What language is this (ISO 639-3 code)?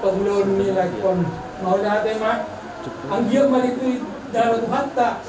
bbc